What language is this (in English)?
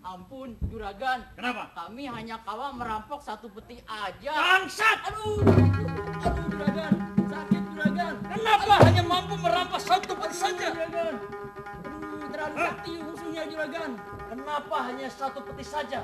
Banjar